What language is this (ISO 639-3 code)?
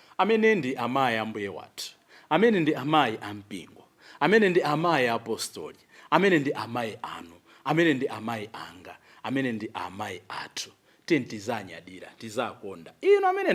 nya